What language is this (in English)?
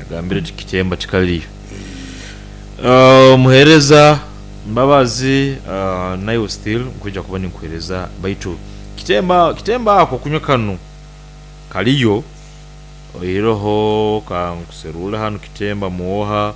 Nyoro